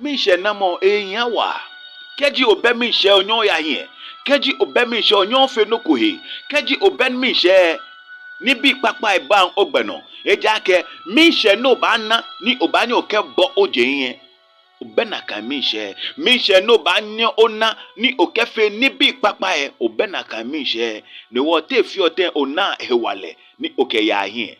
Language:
Ga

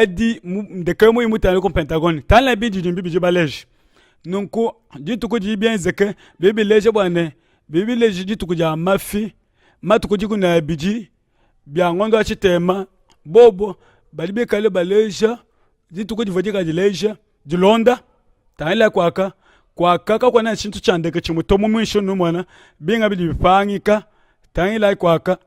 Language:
Luba-Lulua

